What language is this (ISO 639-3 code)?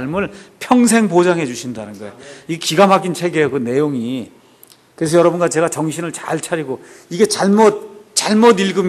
kor